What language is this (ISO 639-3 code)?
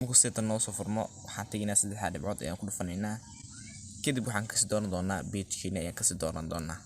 som